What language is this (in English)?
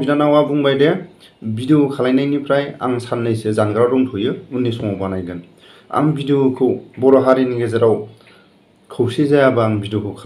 Bodo